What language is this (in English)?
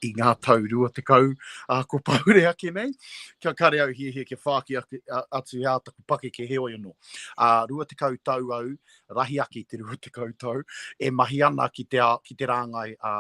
Māori